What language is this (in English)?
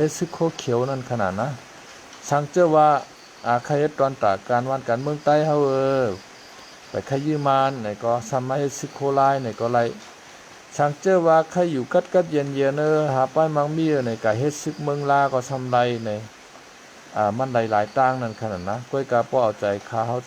Shan